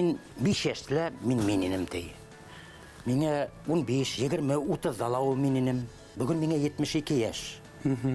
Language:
Bashkir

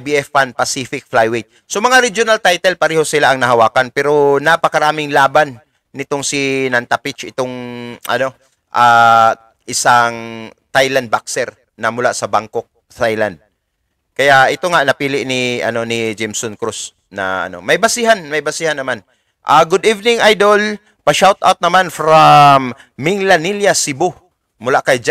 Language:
Filipino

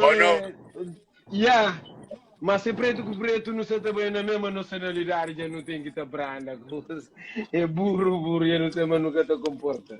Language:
Kabuverdianu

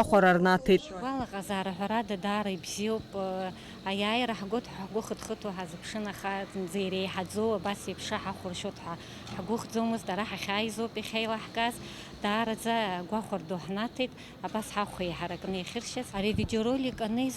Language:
Abkhazian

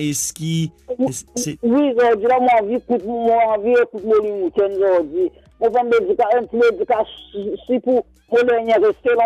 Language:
Morisyen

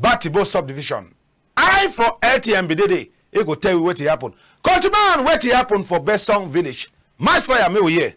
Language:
Cameroon Pidgin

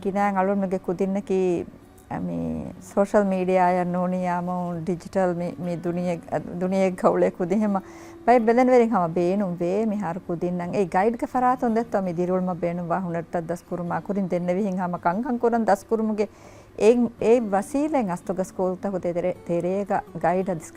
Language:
Divehi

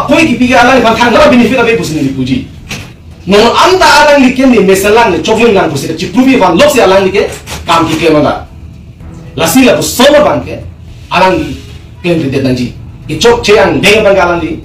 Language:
Karbi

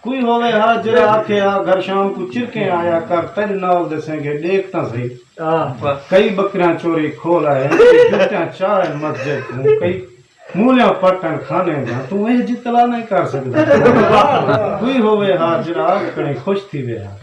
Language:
Saraiki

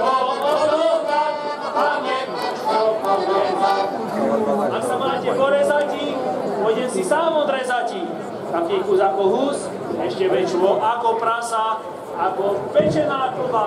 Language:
Slovak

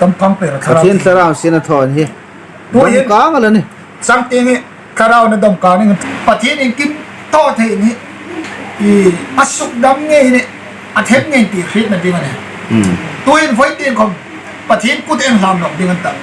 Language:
Hmar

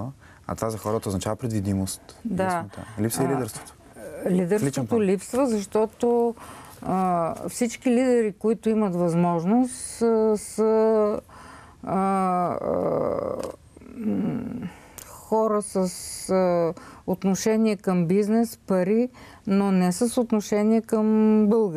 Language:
Bulgarian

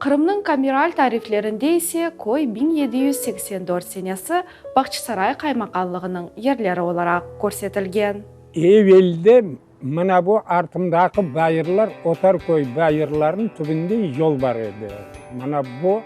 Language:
Crimean Tatar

